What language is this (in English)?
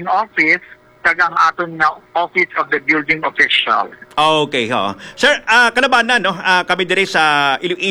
Hiligaynon